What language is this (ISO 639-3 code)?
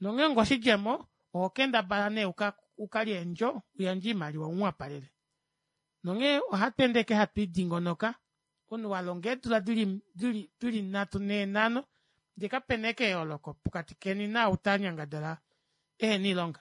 kua